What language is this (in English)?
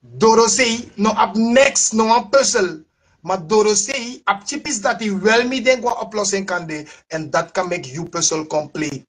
Sranan Tongo